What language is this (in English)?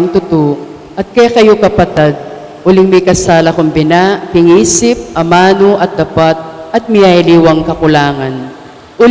Pampanga